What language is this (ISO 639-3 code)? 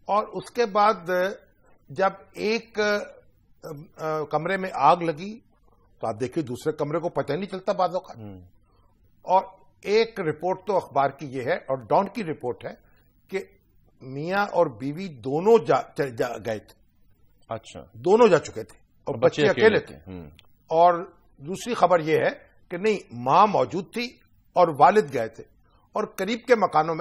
urd